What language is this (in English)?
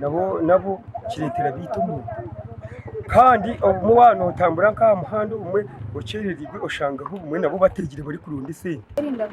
Nyankole